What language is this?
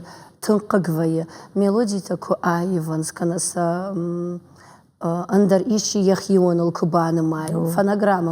Ossetic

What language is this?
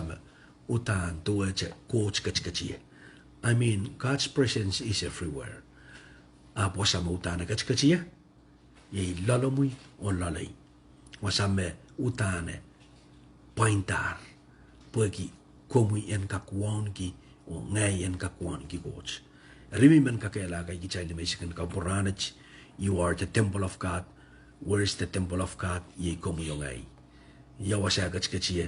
Pohnpeian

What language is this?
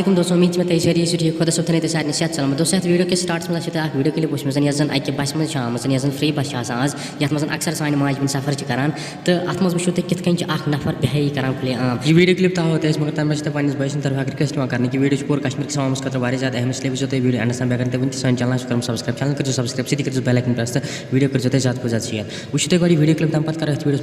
Kashmiri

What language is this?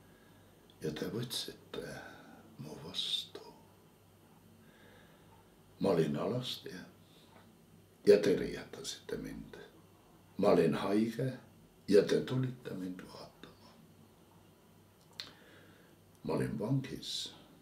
Estonian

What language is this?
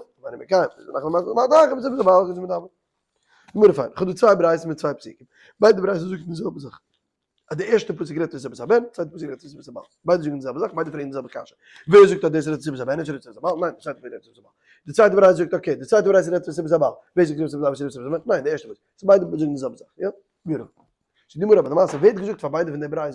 Yiddish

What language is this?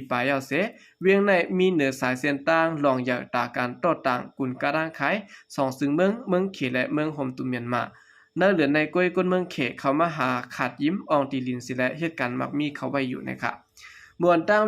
Shan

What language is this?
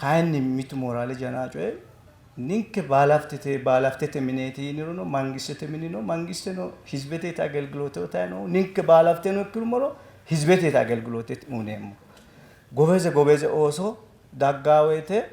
Sidamo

